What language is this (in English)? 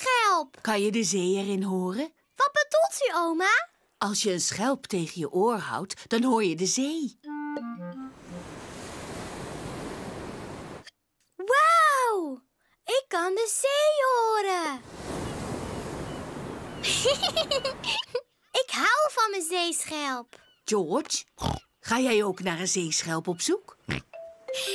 Dutch